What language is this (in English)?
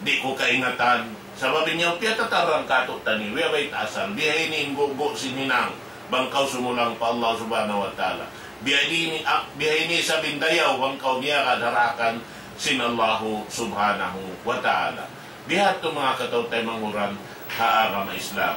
Tausug